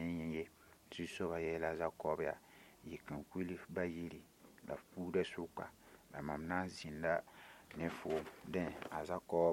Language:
Mossi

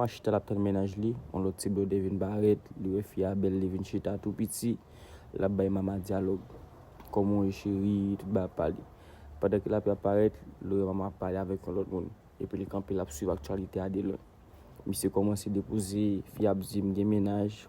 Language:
Haitian Creole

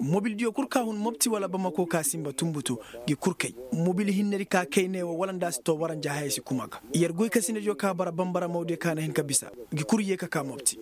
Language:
Koyraboro Senni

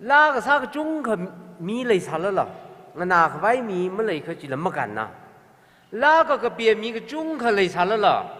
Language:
Tangkhul Naga (India)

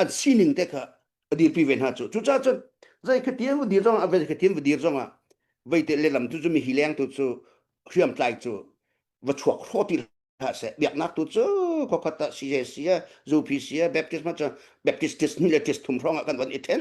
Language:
Hakha Chin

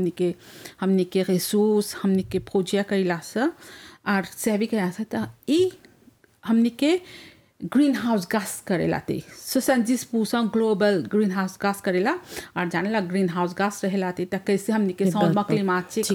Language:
Bhojpuri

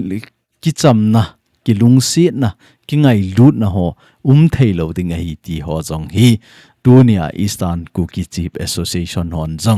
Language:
Thado Chin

